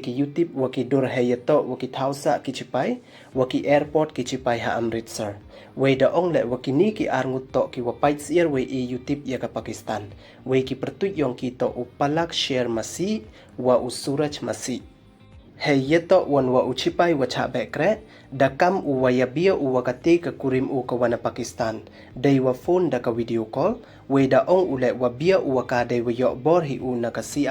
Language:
Pnar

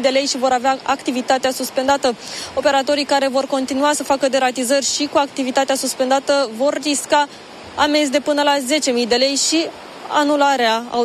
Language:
Romanian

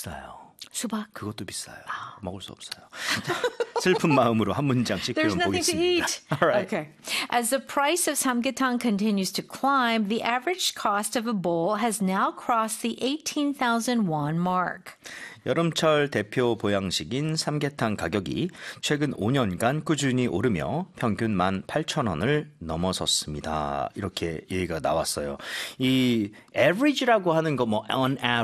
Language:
Korean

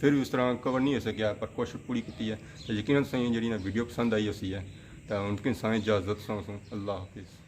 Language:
Pahari-Potwari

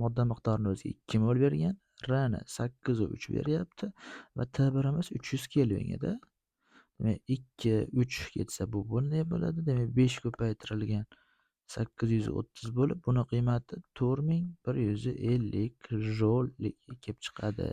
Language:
Uzbek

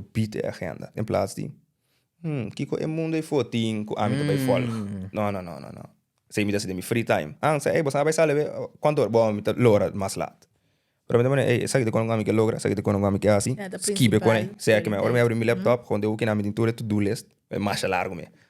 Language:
Papiamento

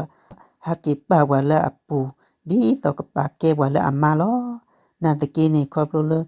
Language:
S'gaw Karen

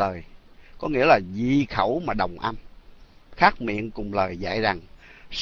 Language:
Vietnamese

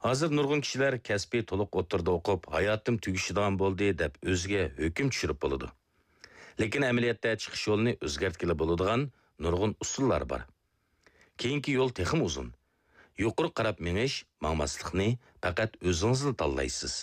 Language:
Uyghur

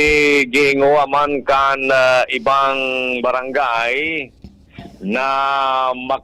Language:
Bikol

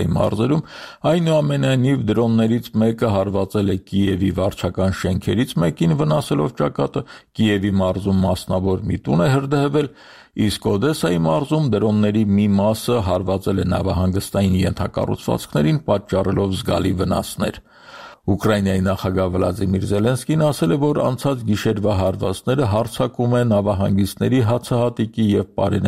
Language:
Armenian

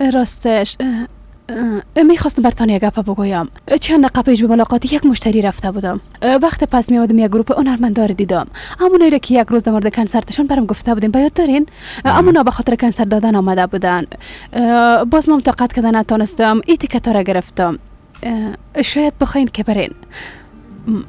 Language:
Persian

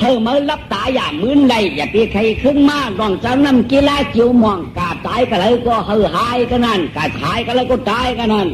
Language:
Shan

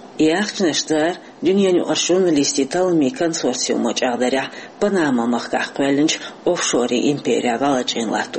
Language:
Chechen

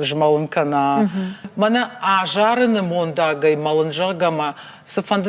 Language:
Ossetic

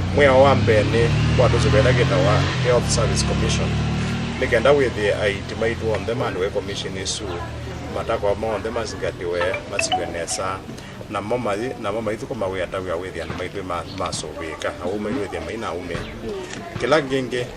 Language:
Kamba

